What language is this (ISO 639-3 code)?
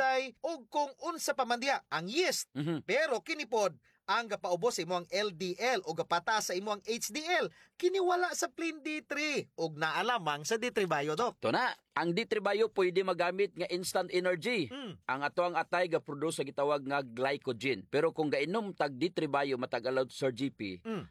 ceb